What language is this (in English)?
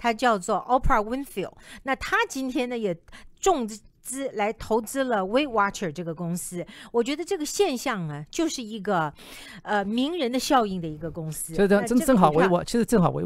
Chinese